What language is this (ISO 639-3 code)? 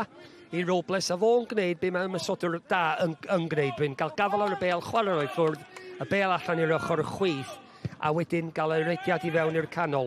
cym